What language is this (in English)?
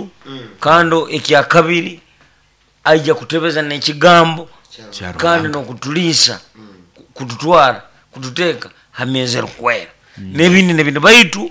Nyoro